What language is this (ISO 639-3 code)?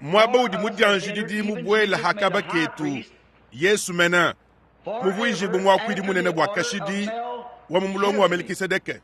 lua